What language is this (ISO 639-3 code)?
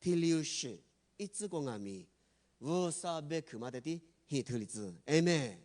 lis